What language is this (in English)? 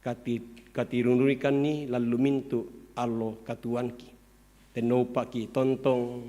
Toraja-Sa'dan